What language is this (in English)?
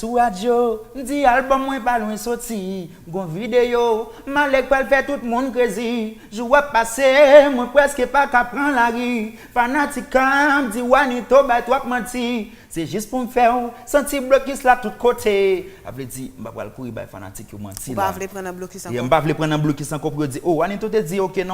Haitian Creole